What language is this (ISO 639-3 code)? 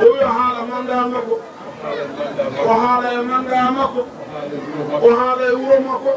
ful